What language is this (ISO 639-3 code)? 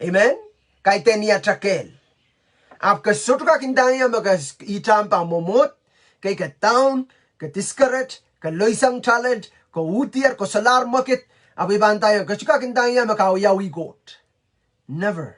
pon